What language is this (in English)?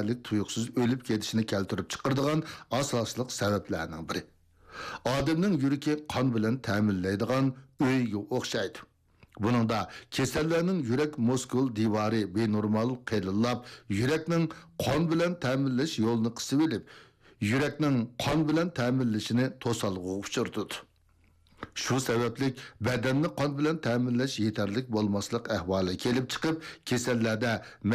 Uyghur